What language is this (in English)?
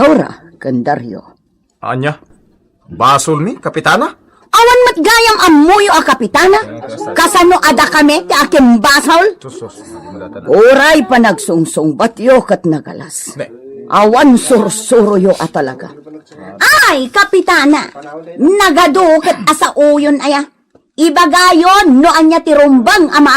Iloko